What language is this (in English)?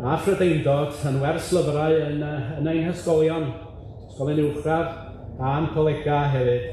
Welsh